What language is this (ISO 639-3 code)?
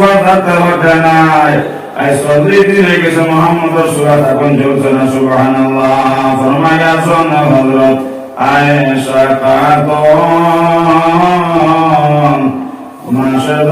syl